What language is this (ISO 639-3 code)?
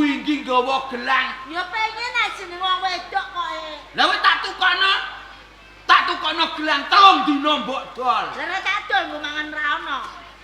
jav